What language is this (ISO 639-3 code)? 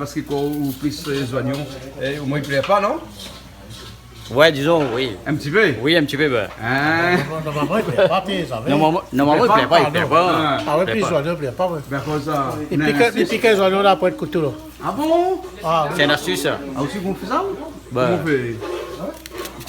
rcf